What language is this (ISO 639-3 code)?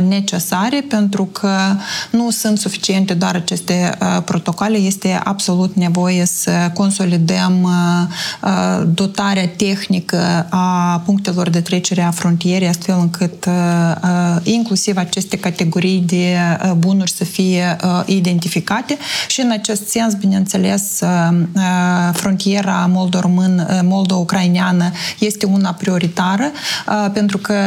ron